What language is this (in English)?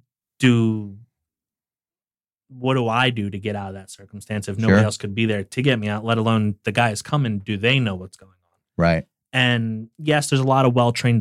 English